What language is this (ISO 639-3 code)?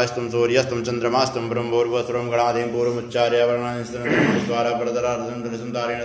san